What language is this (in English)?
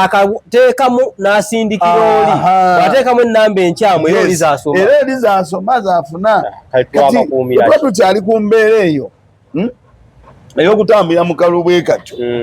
Ganda